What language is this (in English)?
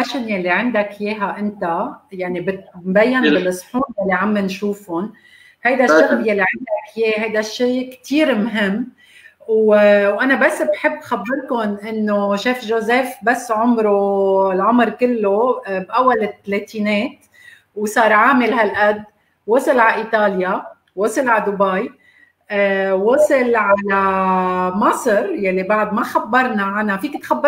North Levantine Arabic